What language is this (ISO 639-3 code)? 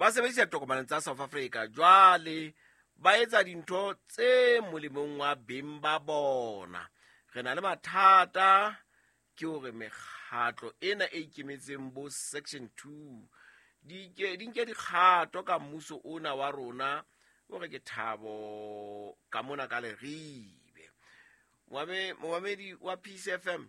sot